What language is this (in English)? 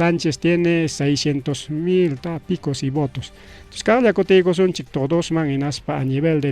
Ayacucho Quechua